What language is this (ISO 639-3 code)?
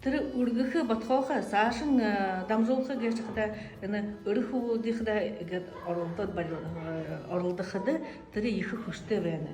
bua